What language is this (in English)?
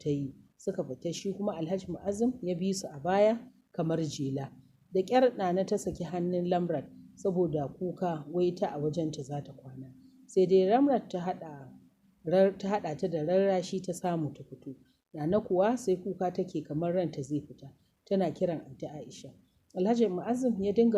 Hausa